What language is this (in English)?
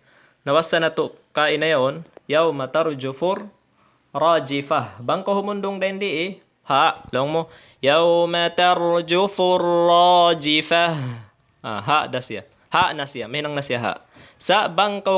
Tausug